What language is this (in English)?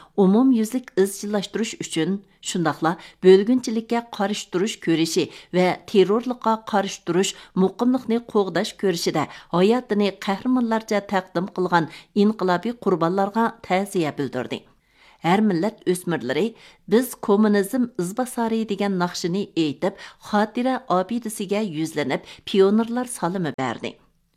Uyghur